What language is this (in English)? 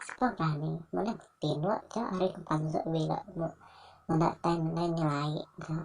Iban